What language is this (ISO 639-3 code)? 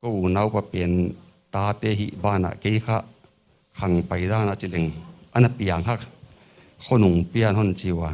pck